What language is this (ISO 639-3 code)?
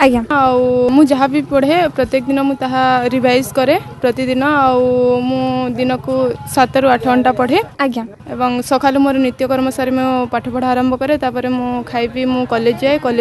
ori